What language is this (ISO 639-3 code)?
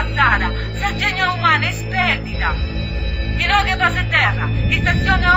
srd